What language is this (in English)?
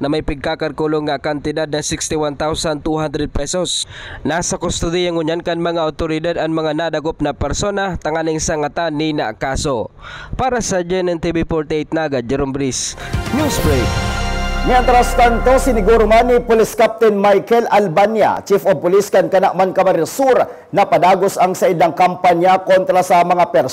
Bikol